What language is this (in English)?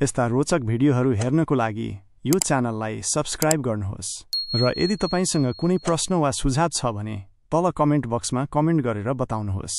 Nepali